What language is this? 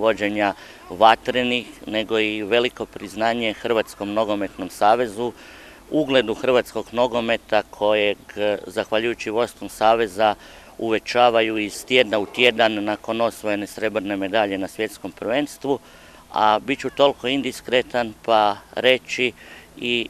Croatian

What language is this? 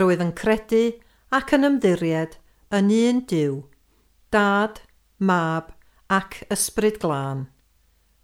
Welsh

